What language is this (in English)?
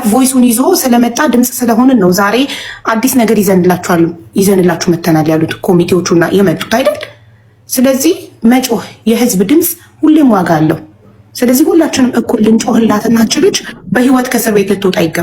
Amharic